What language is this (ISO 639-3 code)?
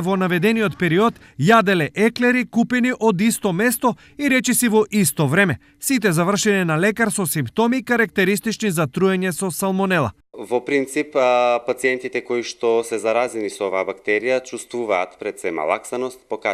mkd